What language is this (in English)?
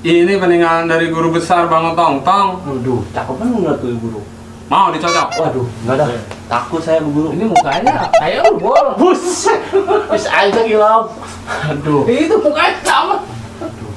Betawi